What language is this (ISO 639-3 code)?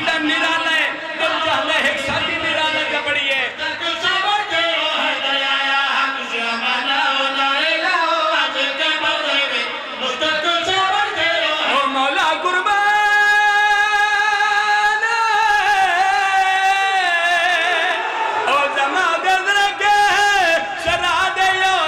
urd